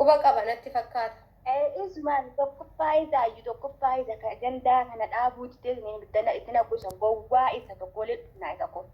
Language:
Oromo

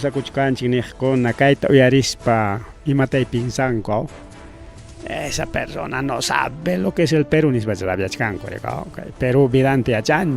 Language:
Ayacucho Quechua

